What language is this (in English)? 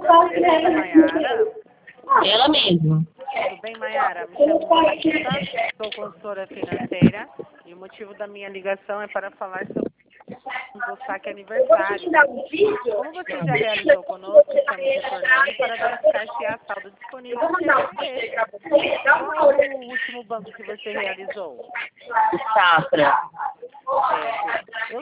Portuguese